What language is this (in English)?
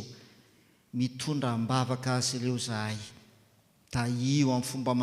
Malagasy